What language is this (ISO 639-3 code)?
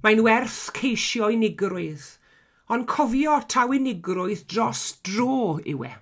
cym